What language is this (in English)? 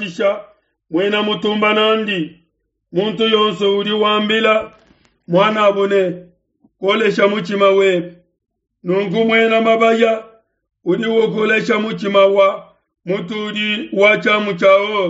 Luba-Lulua